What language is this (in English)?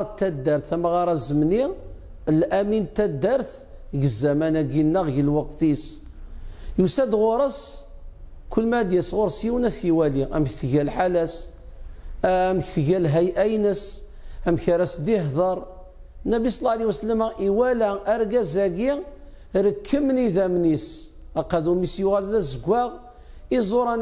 Kabyle